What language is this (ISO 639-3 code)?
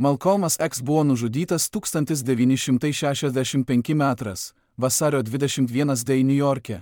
lit